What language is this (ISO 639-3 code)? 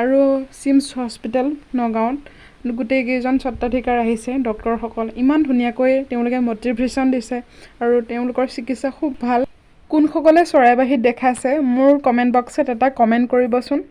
asm